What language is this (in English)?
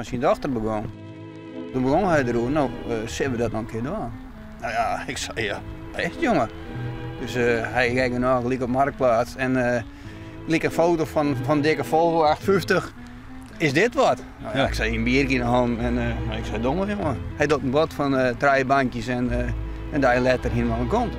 Western Frisian